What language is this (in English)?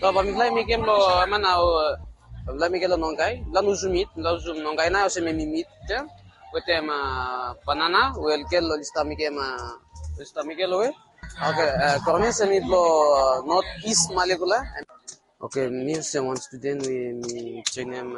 Bislama